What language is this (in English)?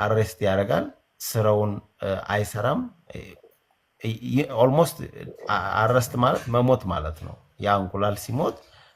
Amharic